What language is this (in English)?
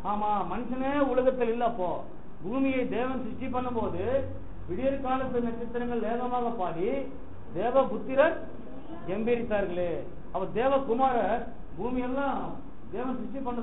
Tamil